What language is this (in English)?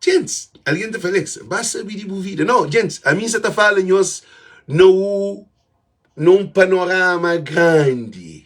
Kabuverdianu